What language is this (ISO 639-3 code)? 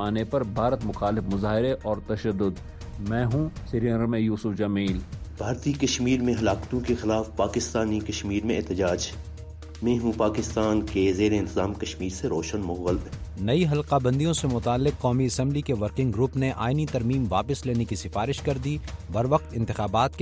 urd